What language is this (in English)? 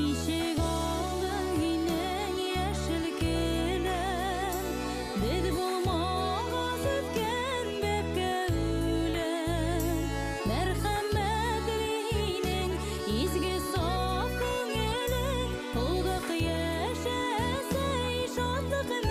Bashkir